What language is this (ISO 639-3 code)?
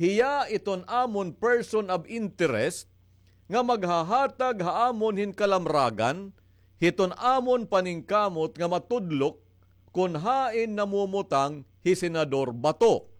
war